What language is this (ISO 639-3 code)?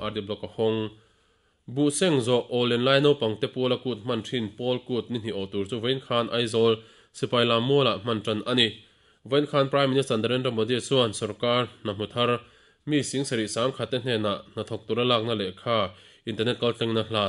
lus